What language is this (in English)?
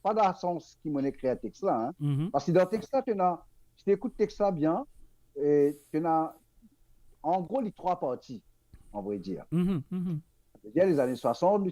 Morisyen